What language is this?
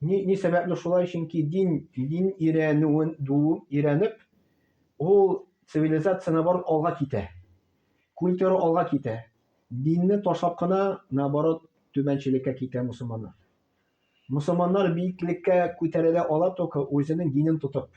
Tatar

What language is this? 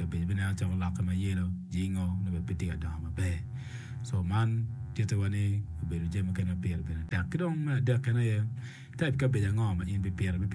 Acoli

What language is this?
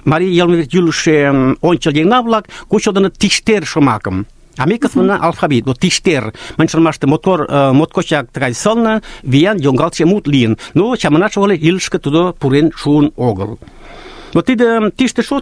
Mari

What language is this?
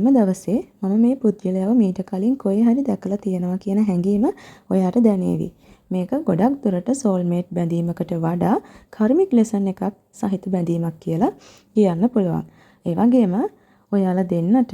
Sinhala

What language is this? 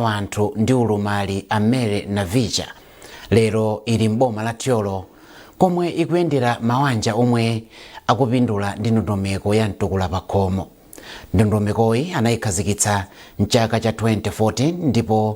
Nyanja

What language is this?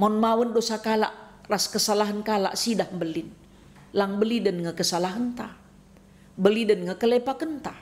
Batak Karo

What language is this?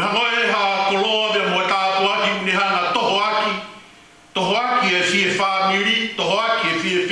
Tongan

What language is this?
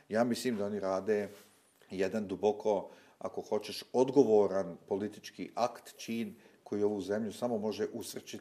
Bosnian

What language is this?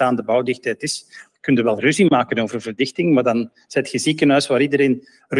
Dutch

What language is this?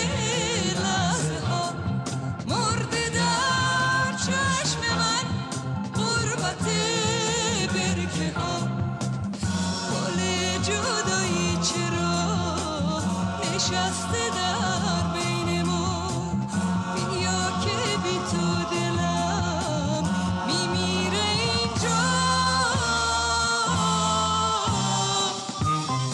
Persian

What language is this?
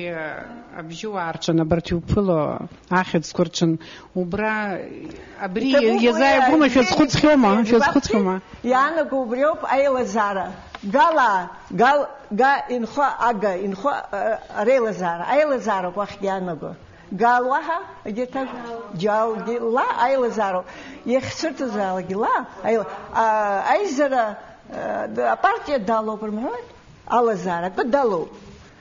Abkhazian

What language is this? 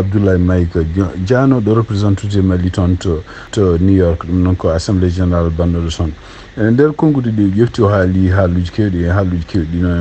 Fula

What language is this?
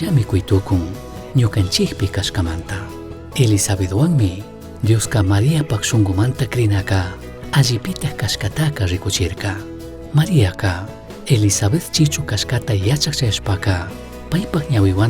Chimborazo Highland Quichua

